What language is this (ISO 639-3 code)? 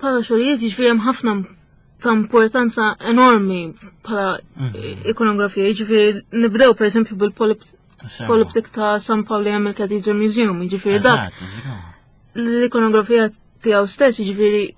mlt